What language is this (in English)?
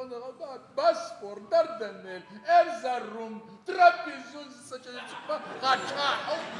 Adyghe